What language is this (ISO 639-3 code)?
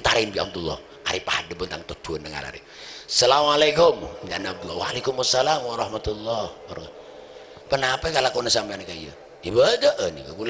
mad